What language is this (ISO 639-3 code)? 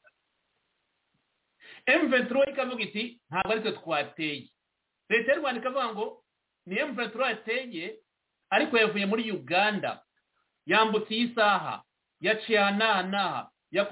kin